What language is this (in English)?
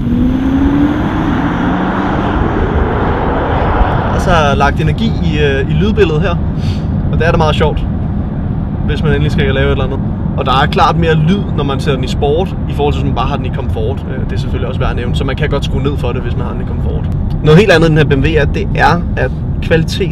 Danish